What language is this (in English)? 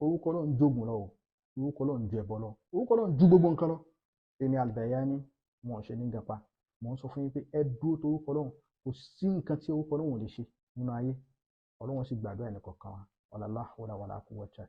Yoruba